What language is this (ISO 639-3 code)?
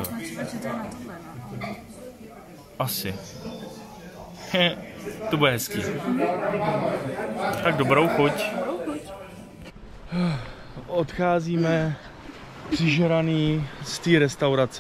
ces